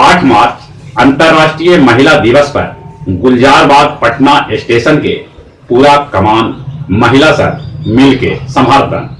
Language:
Magahi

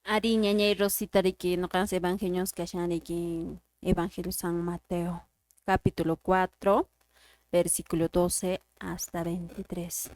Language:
Quechua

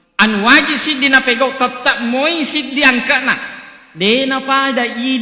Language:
Buginese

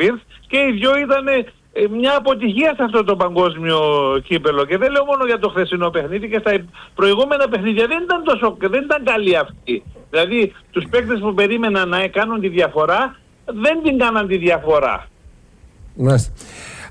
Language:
Greek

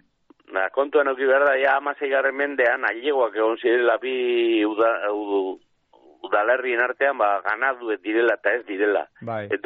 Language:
Basque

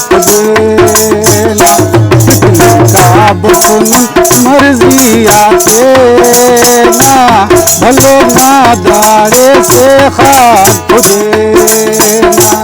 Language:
Brahui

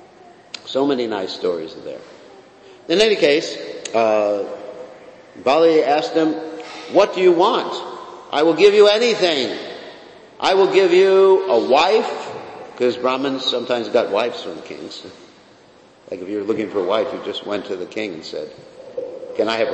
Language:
English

